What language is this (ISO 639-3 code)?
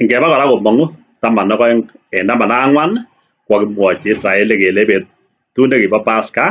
kln